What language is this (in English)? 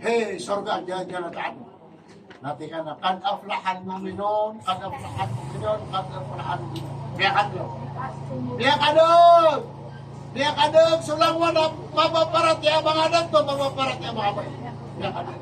Maranao